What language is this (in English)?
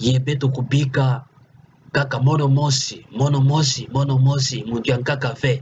Kituba (Democratic Republic of Congo)